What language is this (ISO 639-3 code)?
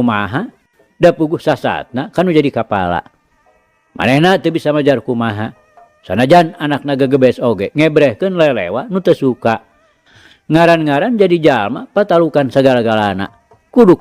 sun